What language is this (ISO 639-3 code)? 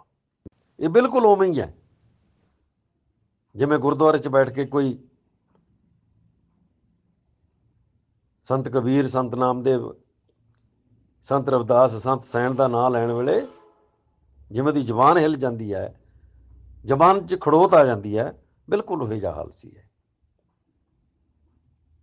pan